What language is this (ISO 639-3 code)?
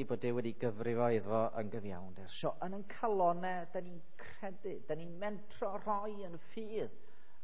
cym